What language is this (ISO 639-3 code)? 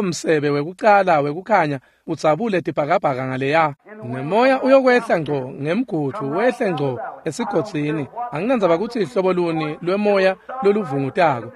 ssw